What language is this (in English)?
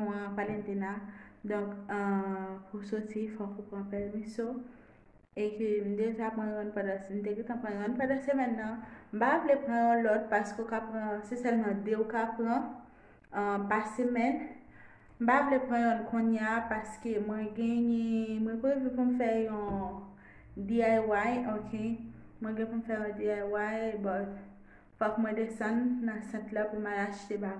Haitian Creole